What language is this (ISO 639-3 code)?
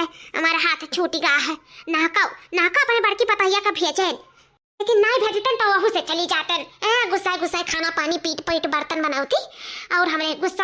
awa